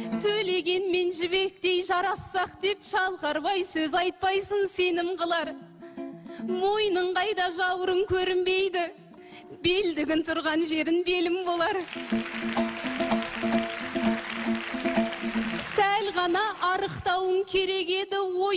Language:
Kazakh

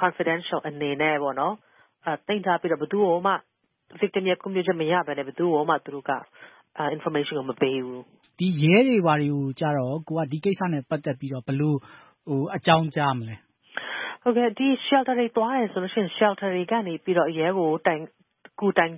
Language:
Burmese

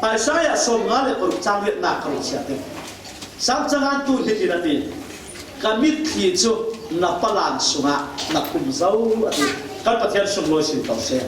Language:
Falam Chin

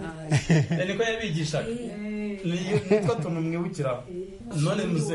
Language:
Kinyarwanda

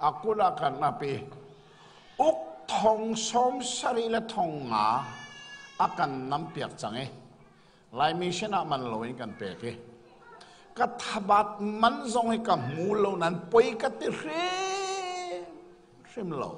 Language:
Hakha Chin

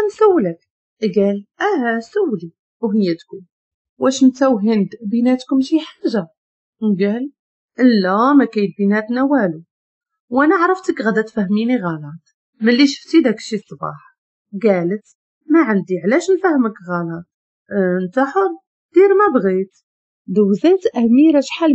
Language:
Moroccan Arabic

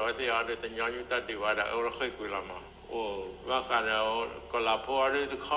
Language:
S'gaw Karen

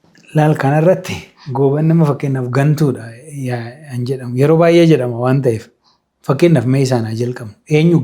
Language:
Oromo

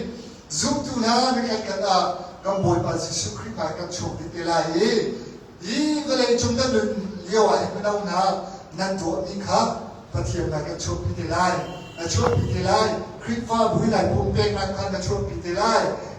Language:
Hakha Chin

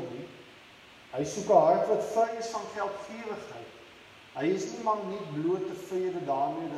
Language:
Afrikaans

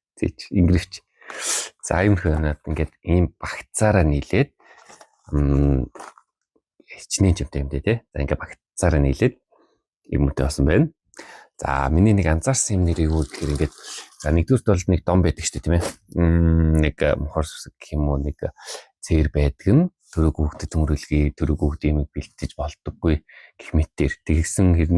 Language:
Mongolian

